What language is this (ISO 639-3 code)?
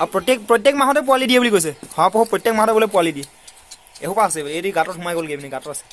asm